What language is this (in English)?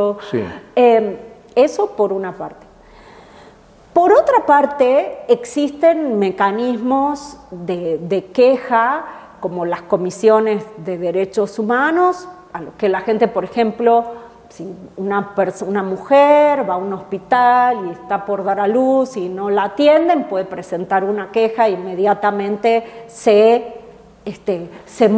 Spanish